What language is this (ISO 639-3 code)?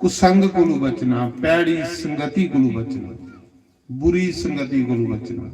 doi